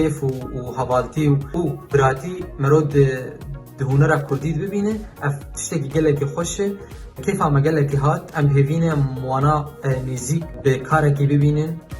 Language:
Kurdish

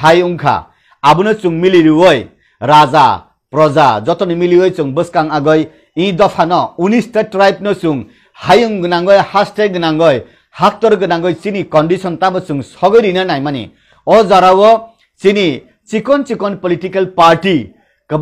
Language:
Kok Borok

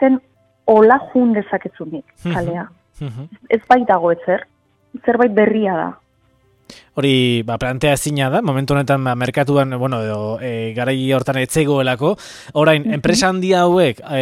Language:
Basque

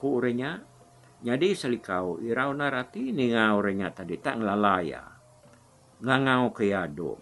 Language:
Iban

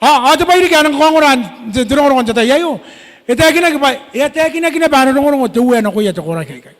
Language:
Gilbertese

